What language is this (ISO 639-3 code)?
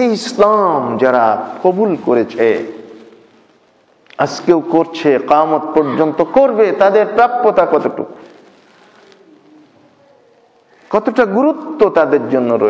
ben